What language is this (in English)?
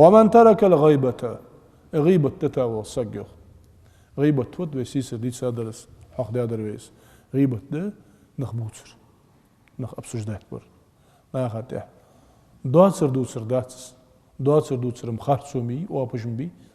Ingush